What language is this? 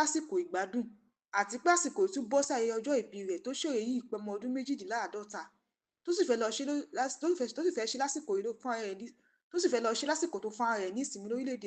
Yoruba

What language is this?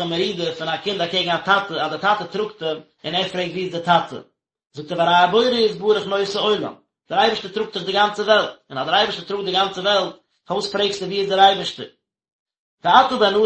Yiddish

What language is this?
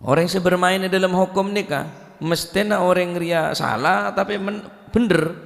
Madurese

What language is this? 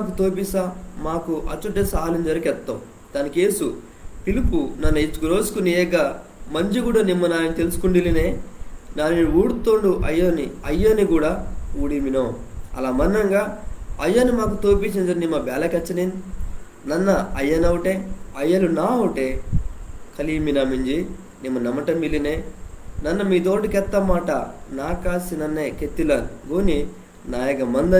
Koya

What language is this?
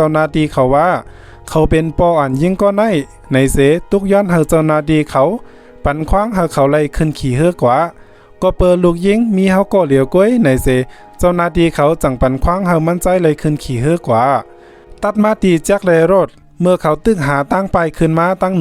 Shan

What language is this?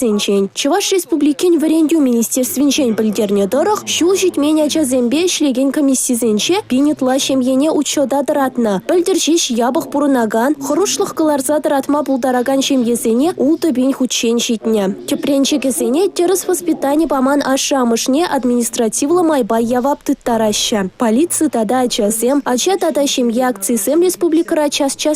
Chuvash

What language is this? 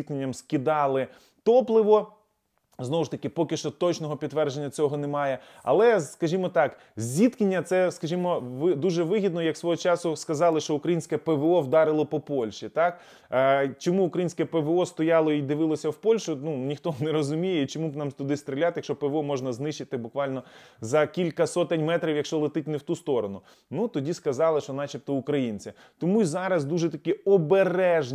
Ukrainian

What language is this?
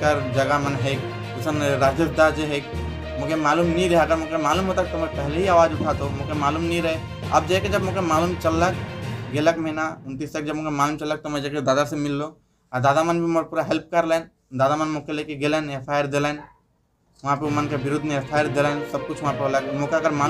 Sadri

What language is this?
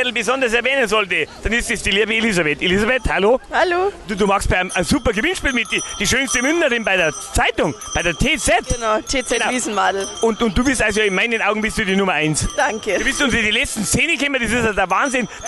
Bavarian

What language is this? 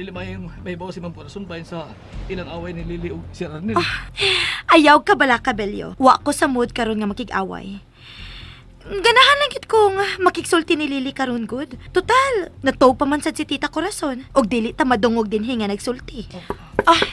Cebuano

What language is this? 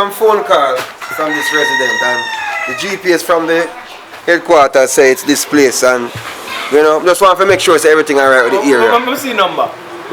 Jamaican Creole English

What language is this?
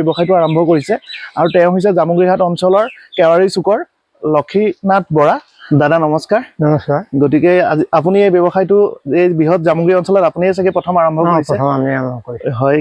Assamese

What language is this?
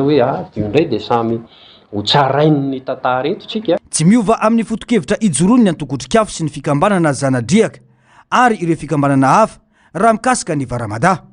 Malagasy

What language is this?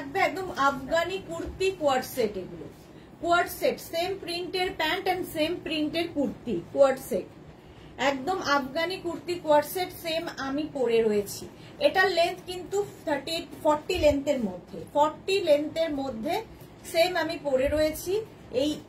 Bangla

